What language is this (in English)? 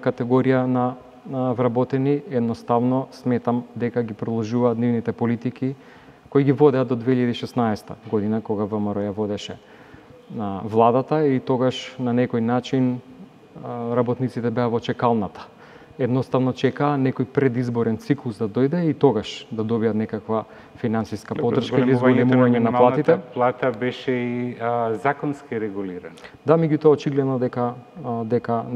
Macedonian